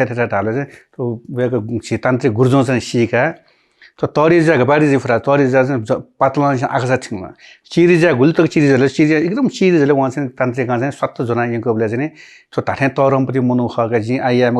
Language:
Newari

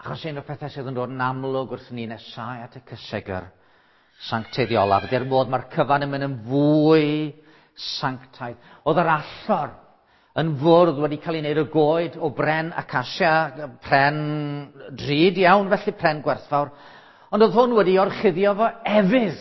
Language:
Welsh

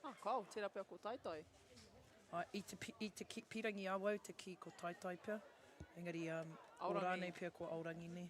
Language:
Māori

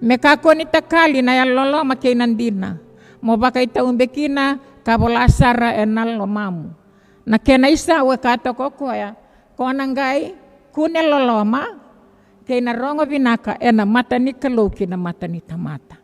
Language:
Fijian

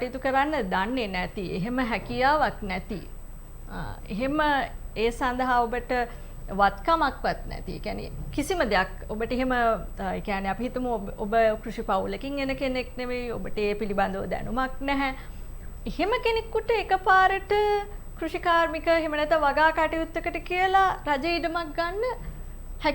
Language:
Sinhala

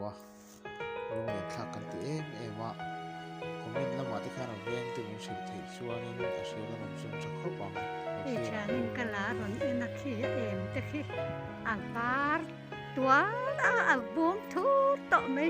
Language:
Mizo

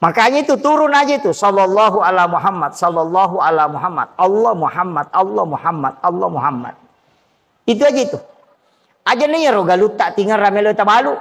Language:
Buginese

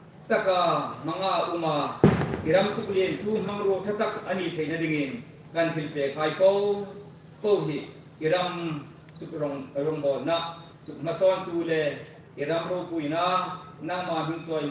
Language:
Hmar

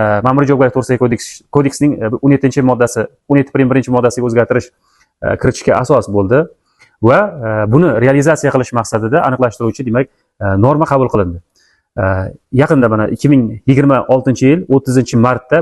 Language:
Uzbek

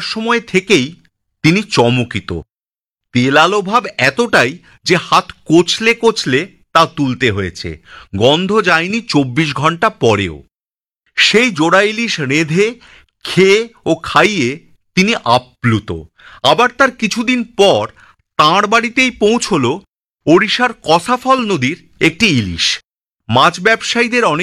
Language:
Bangla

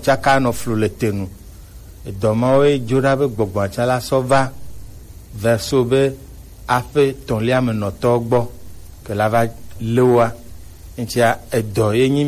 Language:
Gen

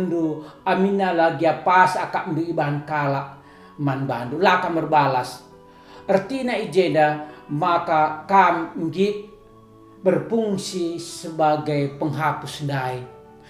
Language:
Batak Karo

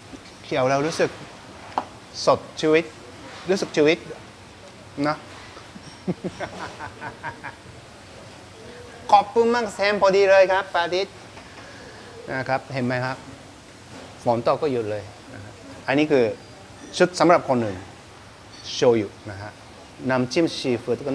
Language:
Thai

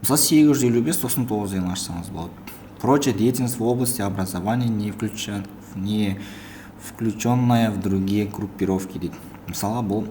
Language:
Kazakh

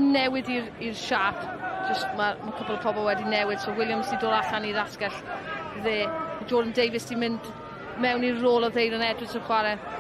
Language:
Welsh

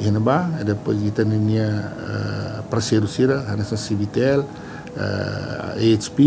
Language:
Tetum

